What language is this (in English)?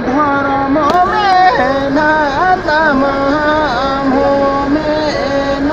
Santali